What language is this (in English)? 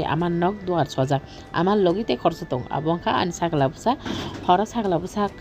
Kok Borok